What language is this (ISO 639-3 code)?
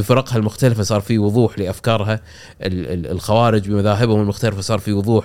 afb